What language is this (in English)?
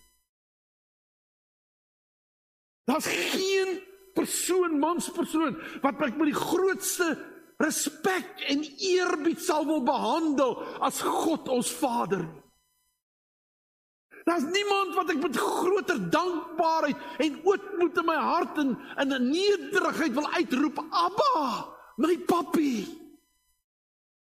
Afrikaans